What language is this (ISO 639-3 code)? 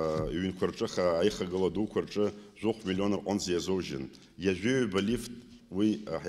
abk